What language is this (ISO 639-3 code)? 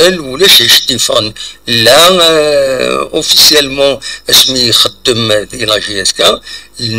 kab